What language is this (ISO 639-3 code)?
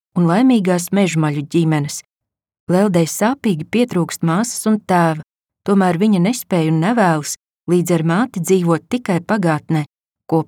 lav